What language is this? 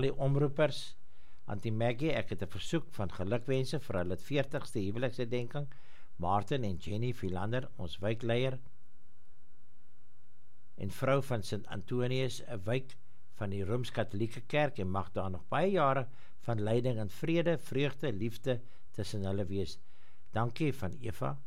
Afrikaans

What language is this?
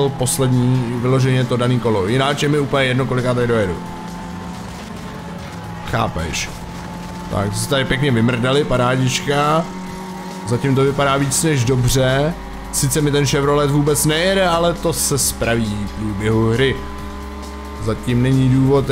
Czech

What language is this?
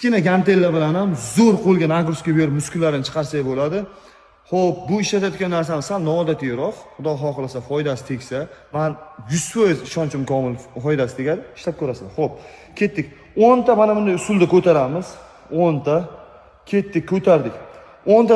Uzbek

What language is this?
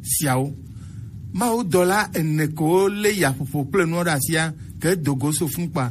Gen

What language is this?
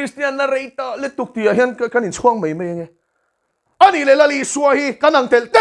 Mizo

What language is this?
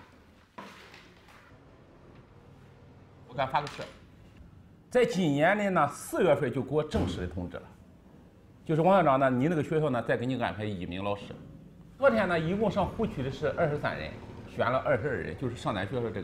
Chinese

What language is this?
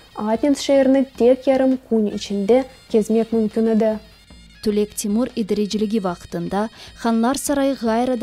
Crimean Tatar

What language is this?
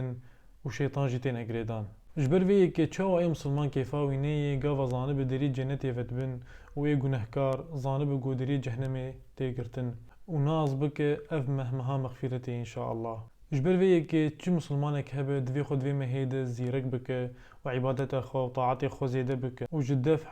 Kurdish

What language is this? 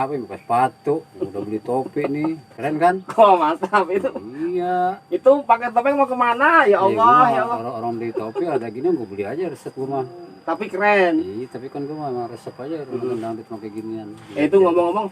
Betawi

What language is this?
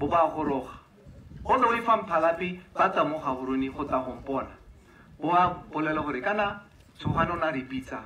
Tswana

